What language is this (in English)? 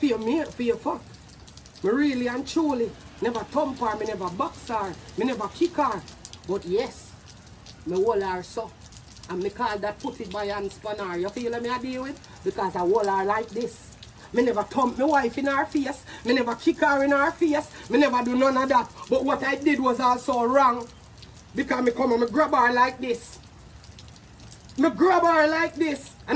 Jamaican Creole English